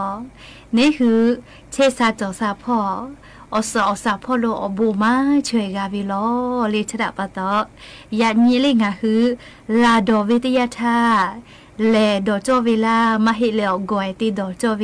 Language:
Lahu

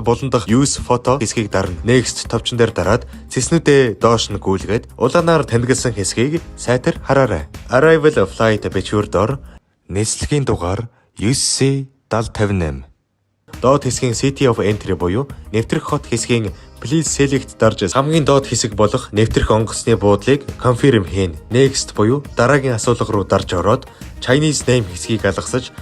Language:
Mongolian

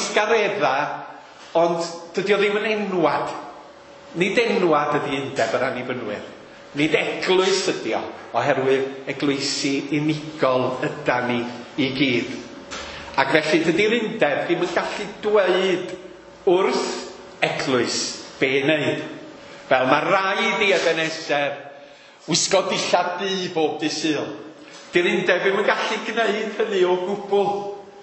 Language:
Welsh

